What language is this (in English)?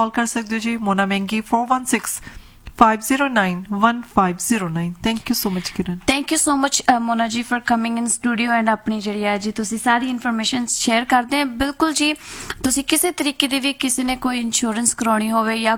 Punjabi